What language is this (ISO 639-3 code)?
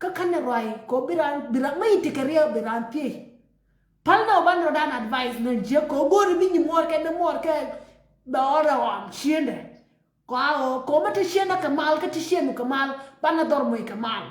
nus